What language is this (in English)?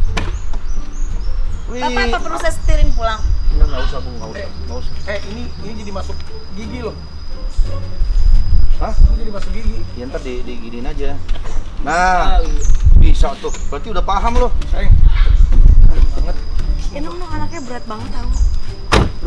Indonesian